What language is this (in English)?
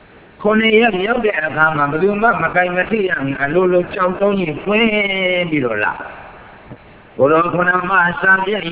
Burmese